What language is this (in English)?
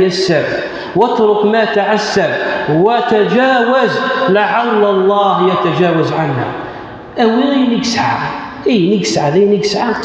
Kabyle